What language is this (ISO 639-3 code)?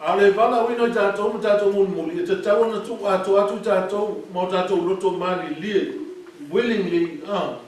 smo